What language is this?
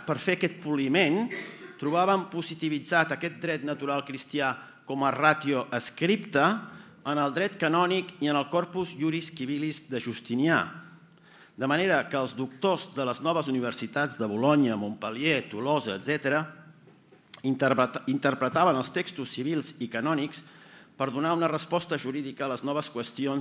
Catalan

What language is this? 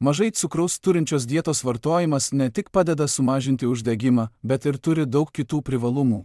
Lithuanian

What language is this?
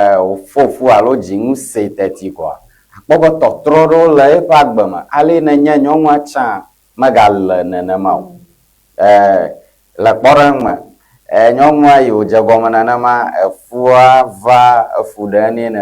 Ewe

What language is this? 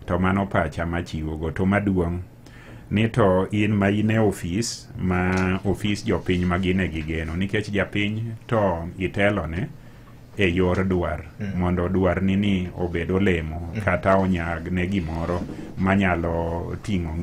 Luo (Kenya and Tanzania)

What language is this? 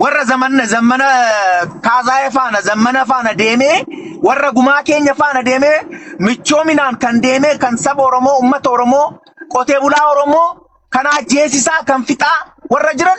Oromo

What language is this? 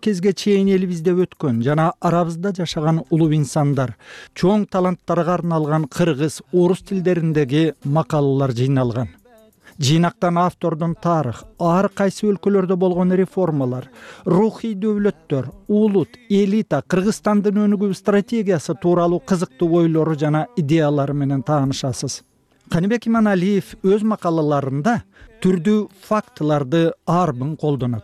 Kyrgyz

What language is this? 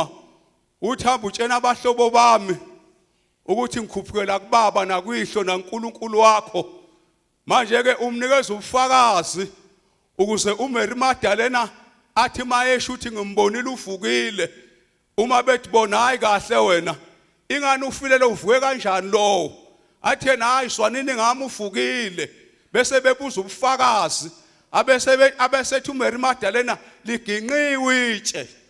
Zulu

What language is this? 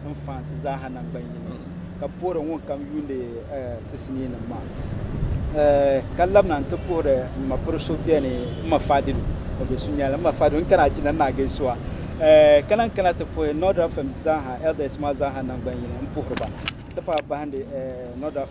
Dagbani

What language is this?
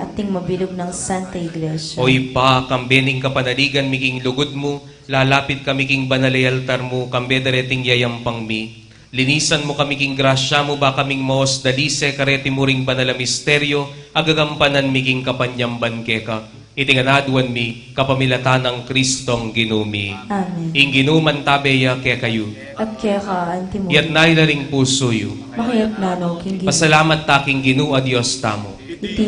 Pampanga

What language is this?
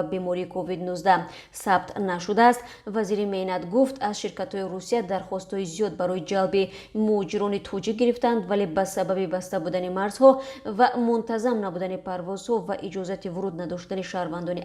Tajik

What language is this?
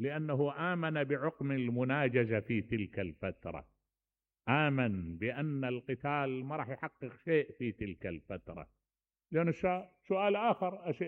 Mesopotamian Arabic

